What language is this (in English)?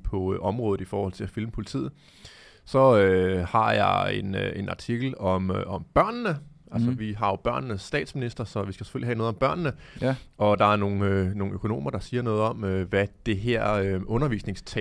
Danish